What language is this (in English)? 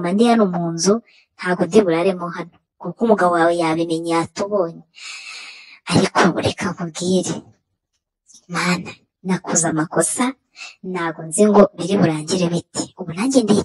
Kinyarwanda